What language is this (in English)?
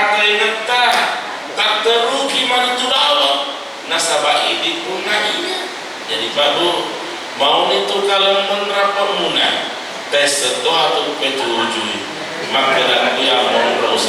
Buginese